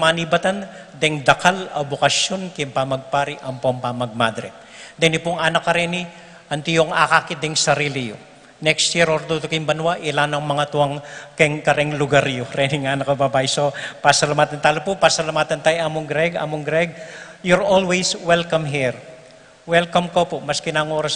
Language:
Pampanga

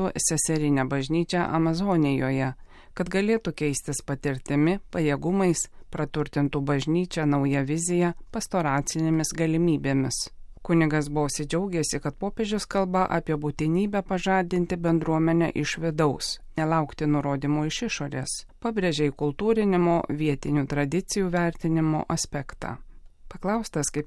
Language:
Lithuanian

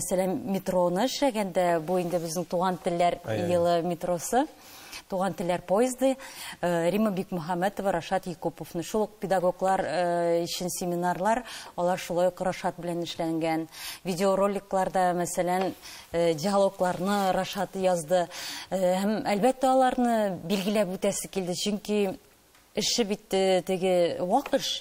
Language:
Tatar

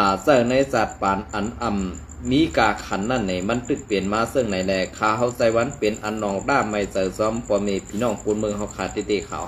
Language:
Shan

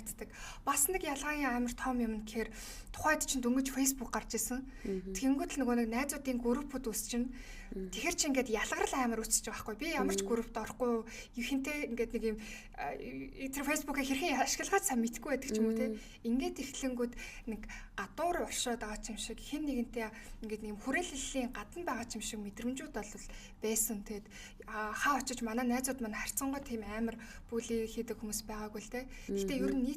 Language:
Mongolian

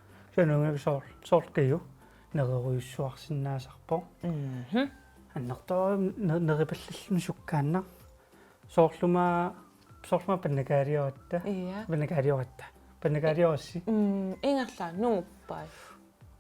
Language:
Kalaallisut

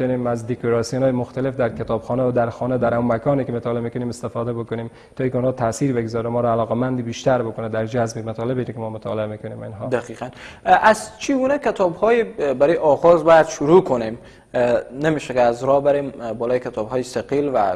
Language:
Persian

